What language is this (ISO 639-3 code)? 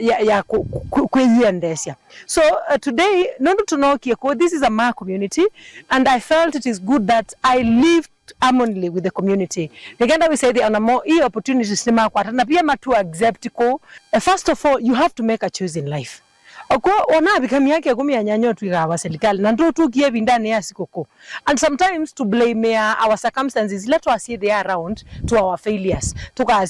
kam